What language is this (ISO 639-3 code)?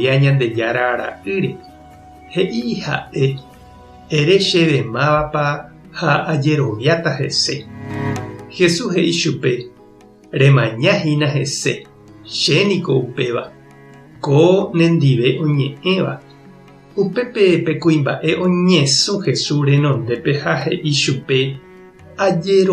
grn